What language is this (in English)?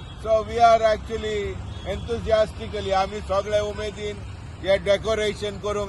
Konkani